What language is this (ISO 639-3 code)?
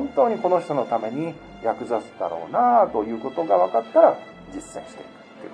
jpn